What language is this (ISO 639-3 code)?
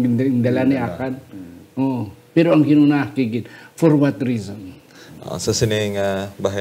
hil